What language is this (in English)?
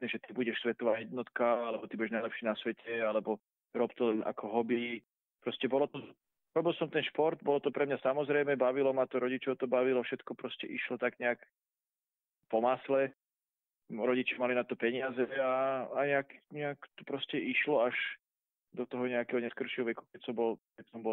Slovak